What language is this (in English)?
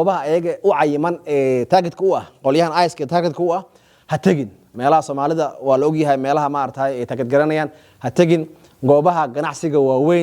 Somali